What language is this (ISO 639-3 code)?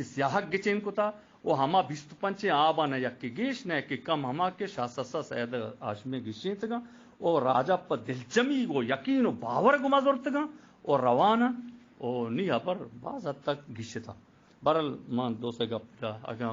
bgp